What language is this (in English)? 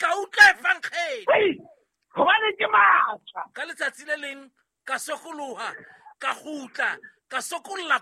Southern Sotho